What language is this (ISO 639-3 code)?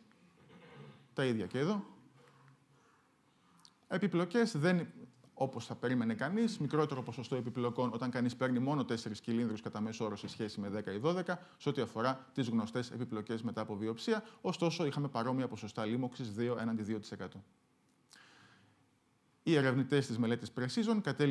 ell